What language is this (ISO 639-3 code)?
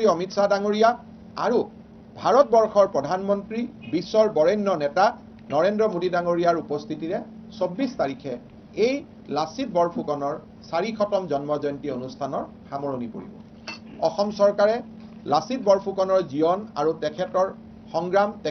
asm